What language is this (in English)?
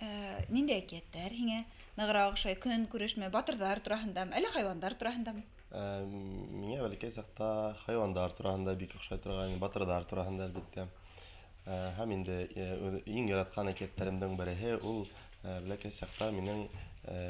Bashkir